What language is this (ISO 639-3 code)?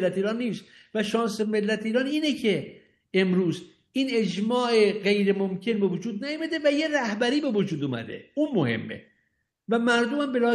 fas